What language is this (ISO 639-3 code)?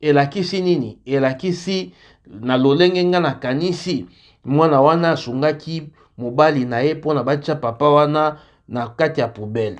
lin